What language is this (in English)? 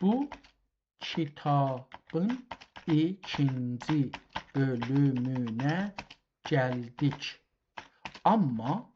South Azerbaijani